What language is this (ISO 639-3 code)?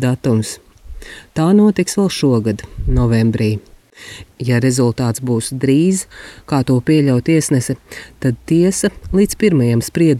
lav